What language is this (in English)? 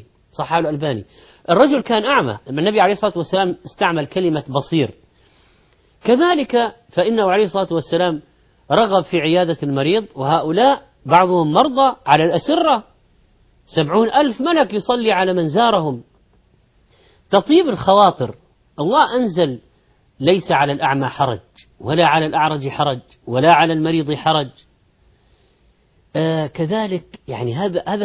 Arabic